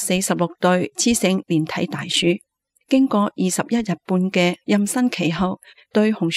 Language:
Cantonese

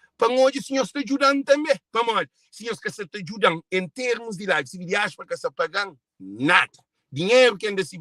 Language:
Kabuverdianu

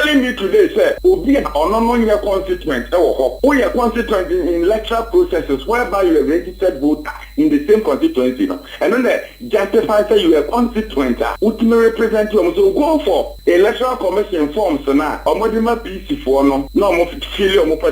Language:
Akan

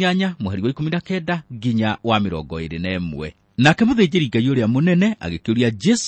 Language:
Kikuyu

